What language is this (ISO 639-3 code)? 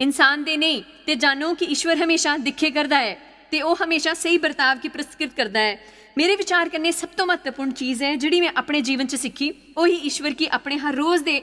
doi